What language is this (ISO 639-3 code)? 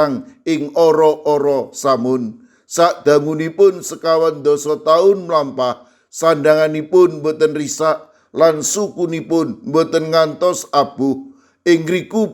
jav